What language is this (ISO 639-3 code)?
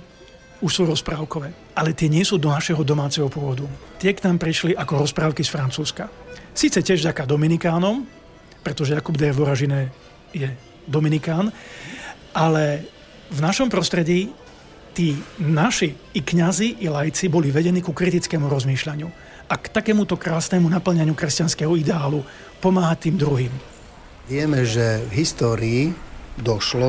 slk